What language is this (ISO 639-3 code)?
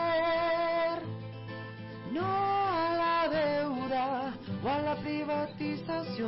spa